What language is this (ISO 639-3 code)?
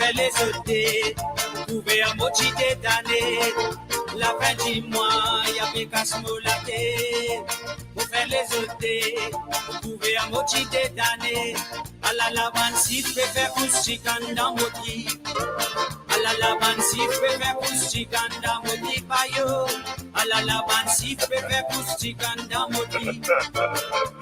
mfe